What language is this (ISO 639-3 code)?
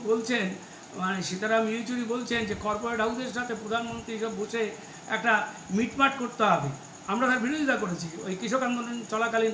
ben